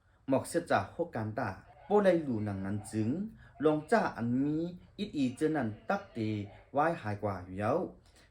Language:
Shan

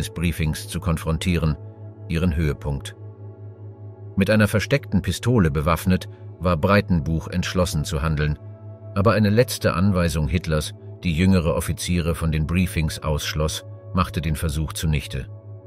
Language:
German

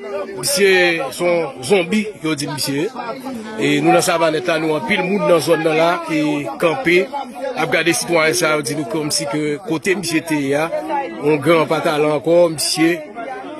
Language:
Haitian Creole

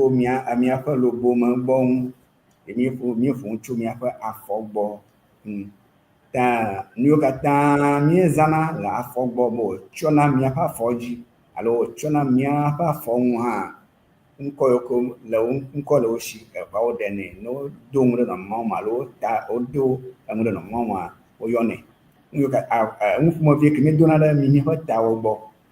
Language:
Ewe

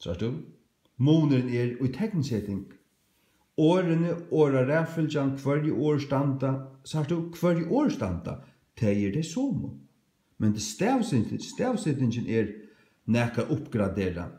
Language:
Faroese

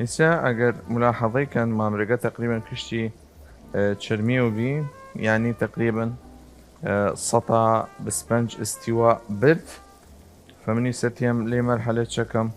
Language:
Southern Kurdish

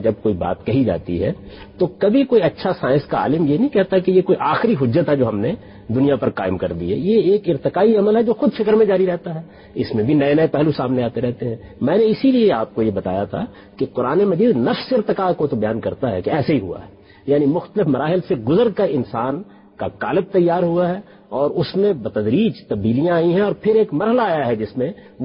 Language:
Urdu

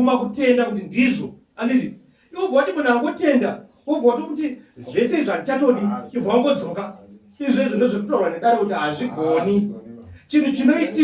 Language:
Shona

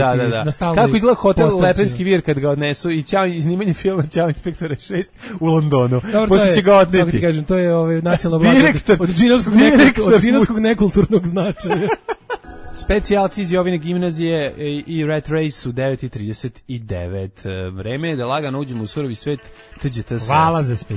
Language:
Serbian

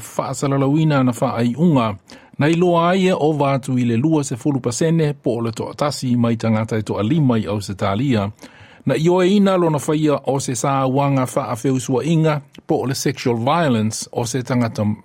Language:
Samoan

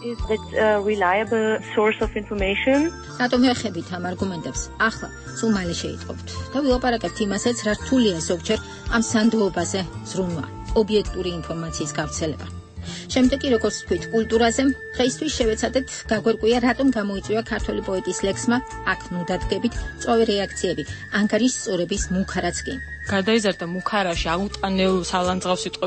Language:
Georgian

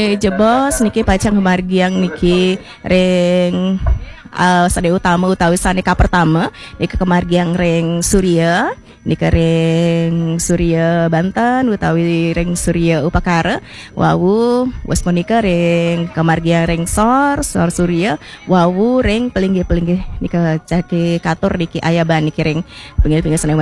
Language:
Balinese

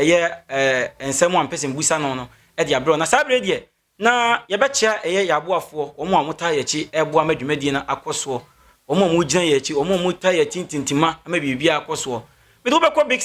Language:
Akan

